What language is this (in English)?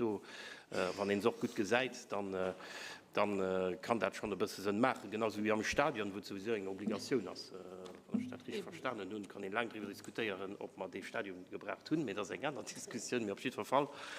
Luxembourgish